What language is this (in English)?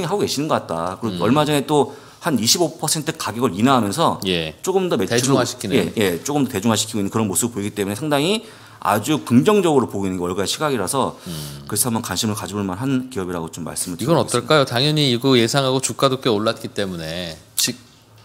Korean